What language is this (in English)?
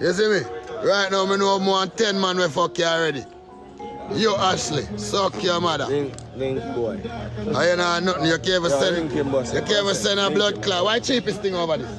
Jamaican Creole English